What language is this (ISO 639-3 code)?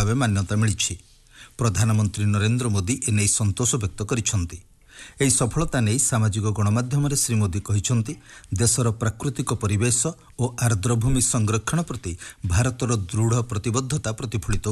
ori